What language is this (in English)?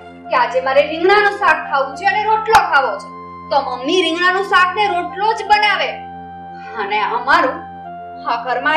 Gujarati